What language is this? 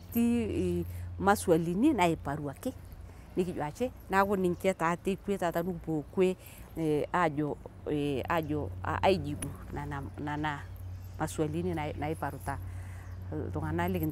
Masai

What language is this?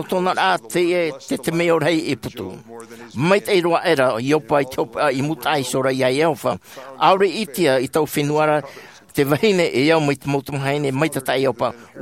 Tahitian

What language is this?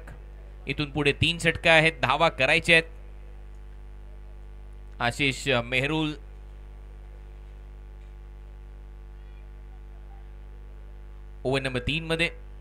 Marathi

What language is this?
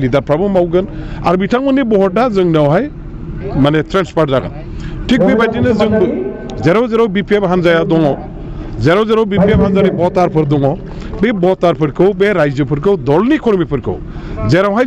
Bodo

